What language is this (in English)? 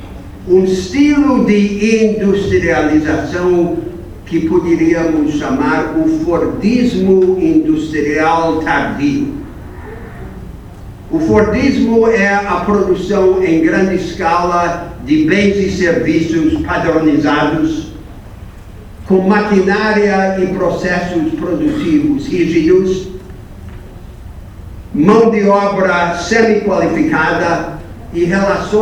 Portuguese